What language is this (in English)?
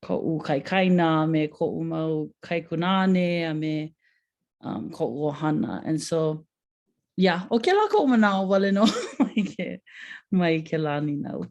Hawaiian